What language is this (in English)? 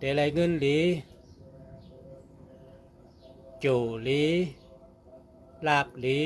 Shan